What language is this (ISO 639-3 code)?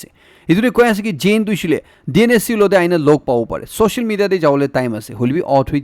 nag